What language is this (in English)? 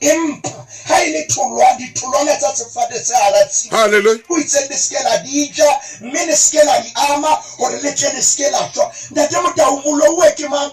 Southern Sotho